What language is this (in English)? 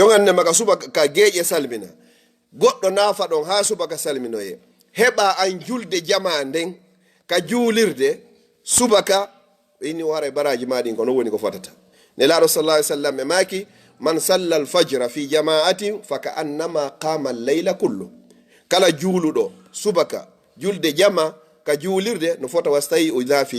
Fula